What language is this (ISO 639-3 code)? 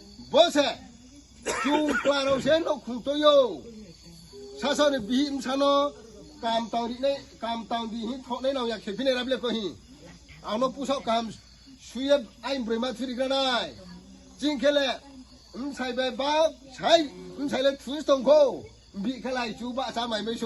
ria